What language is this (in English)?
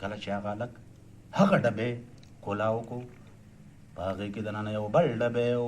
Pashto